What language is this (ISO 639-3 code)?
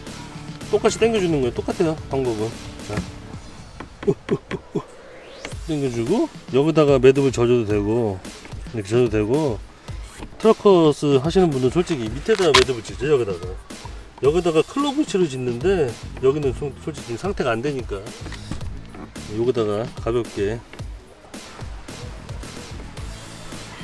kor